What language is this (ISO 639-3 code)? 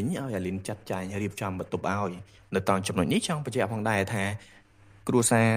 khm